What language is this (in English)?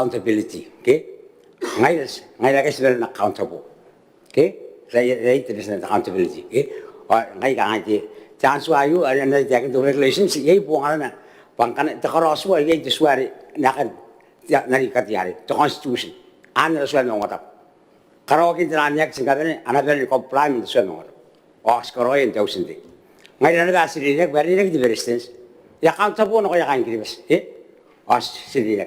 Gilbertese